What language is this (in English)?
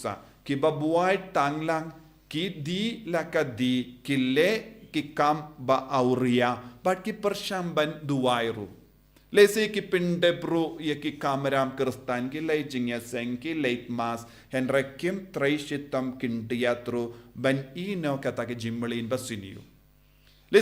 Khasi